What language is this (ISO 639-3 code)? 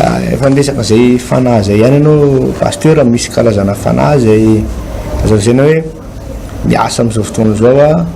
mlg